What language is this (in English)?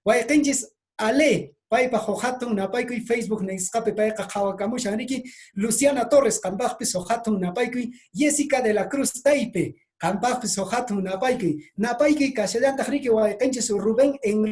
Quechua